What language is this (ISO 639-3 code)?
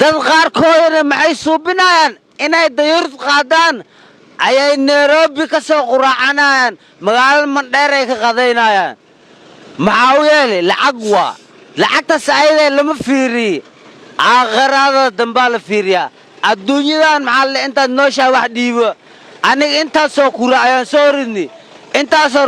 som